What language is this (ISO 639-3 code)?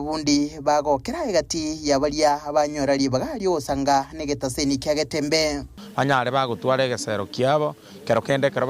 guz